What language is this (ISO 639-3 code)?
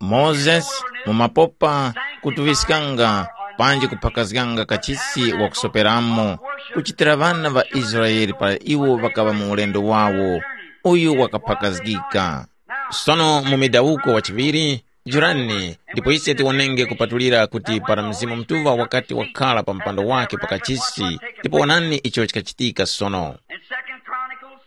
tum